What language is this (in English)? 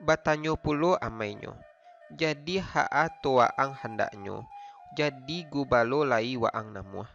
Minangkabau